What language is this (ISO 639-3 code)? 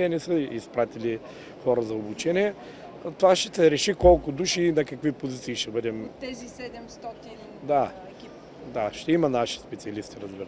bul